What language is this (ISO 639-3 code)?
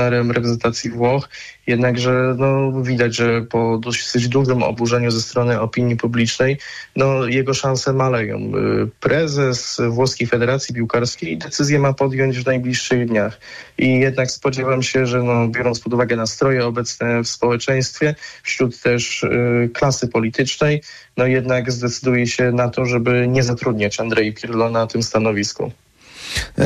pol